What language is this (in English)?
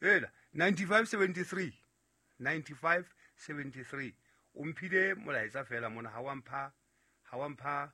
Southern Sotho